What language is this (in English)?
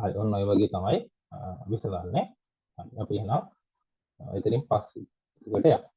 Sinhala